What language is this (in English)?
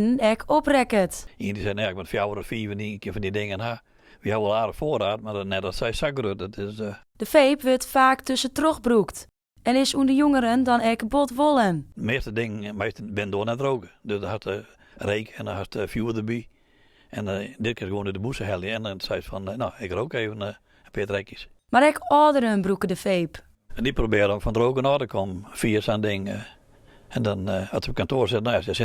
Western Frisian